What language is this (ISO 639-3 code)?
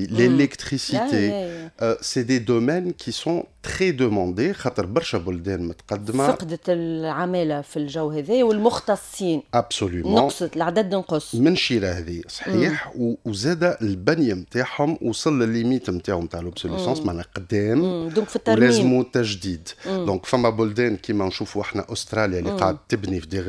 aeb